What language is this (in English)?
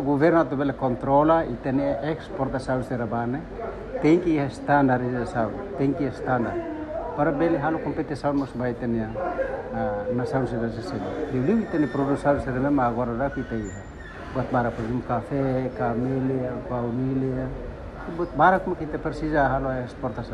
Tetum